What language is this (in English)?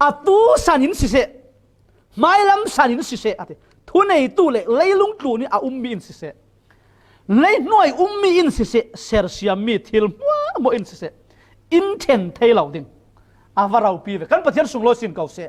Falam Chin